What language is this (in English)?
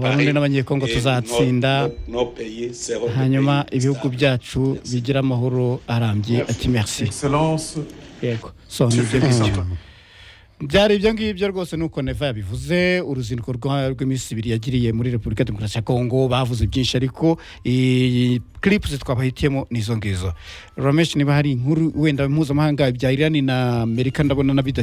Kinyarwanda